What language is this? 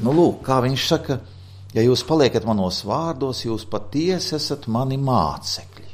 Latvian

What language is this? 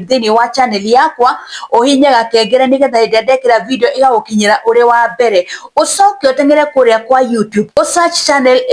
Kikuyu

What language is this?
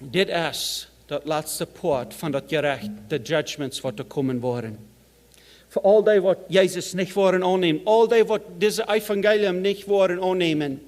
Plautdietsch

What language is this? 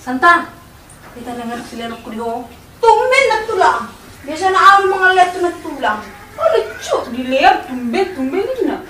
Batak Toba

